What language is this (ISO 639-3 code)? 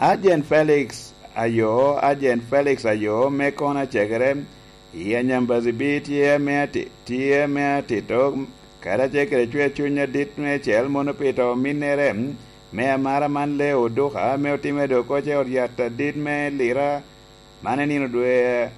laj